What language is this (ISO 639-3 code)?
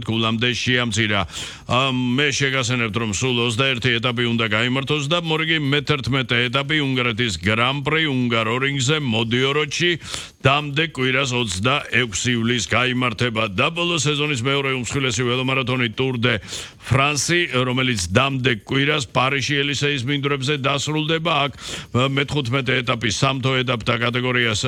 kat